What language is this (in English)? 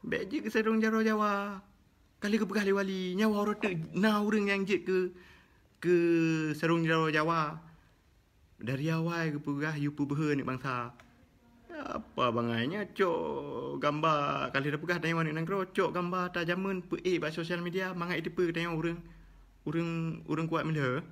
Achinese